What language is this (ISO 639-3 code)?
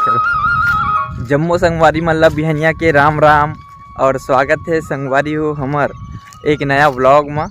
hne